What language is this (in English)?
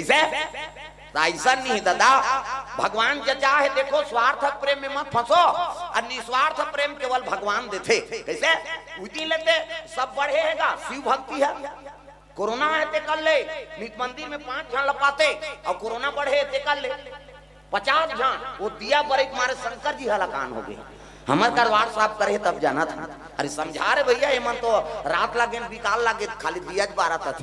Chhattisgarhi